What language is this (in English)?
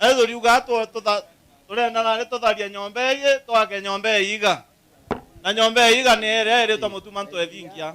Meru